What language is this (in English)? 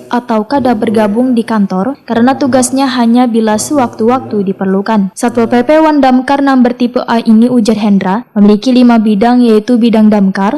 Banjar